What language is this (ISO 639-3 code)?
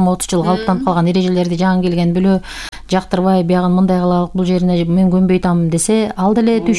kir